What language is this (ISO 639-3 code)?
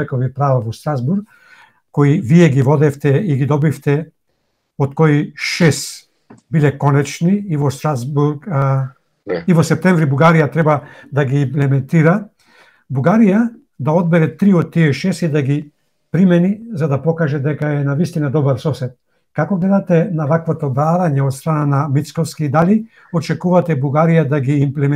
mkd